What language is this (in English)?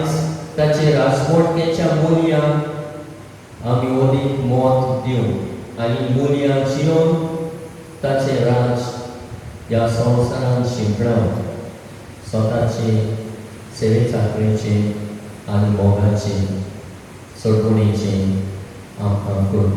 Konkani